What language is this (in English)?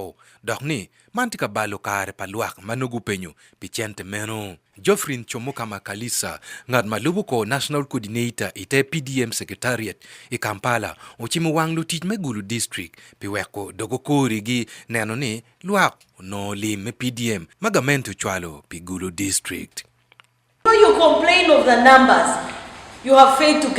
Acoli